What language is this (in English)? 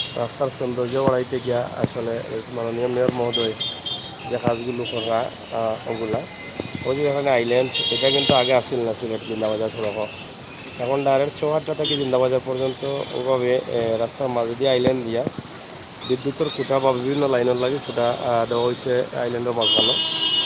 Sylheti